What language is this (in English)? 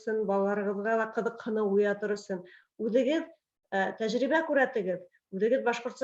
Bashkir